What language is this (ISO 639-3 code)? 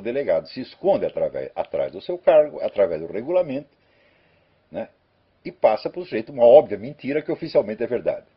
por